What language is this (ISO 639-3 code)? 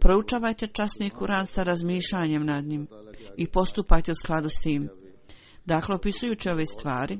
hrv